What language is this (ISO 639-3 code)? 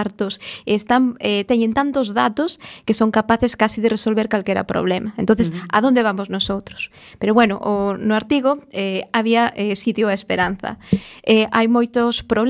glg